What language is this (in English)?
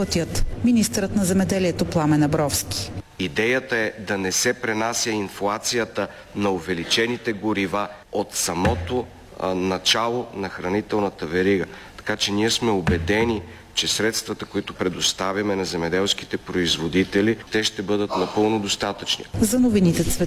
Bulgarian